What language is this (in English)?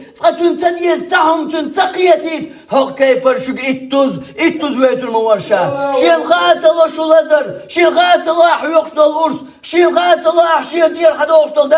Chechen